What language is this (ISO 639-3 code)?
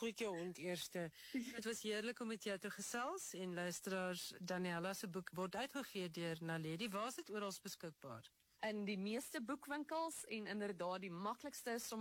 afr